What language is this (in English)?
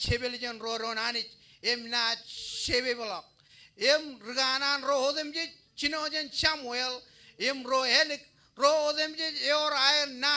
Marshallese